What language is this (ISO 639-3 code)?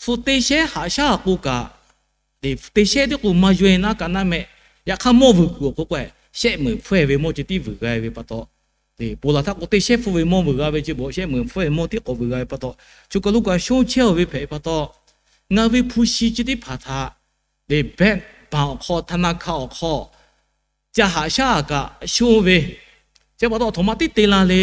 lhu